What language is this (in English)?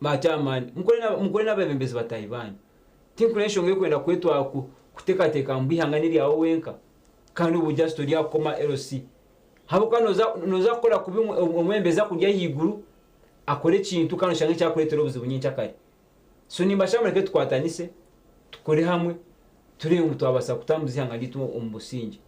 Nyankole